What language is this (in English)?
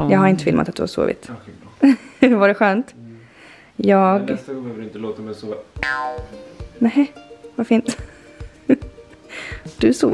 Swedish